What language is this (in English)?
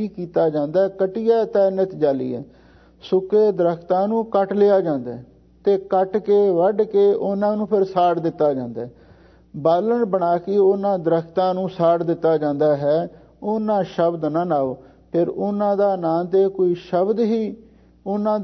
Punjabi